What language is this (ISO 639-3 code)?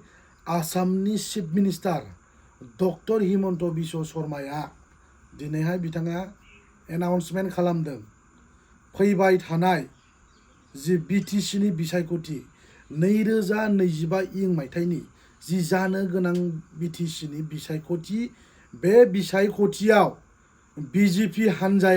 brx